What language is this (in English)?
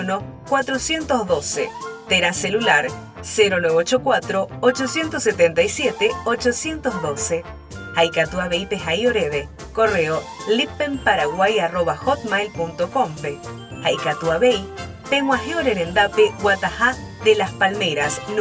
Guarani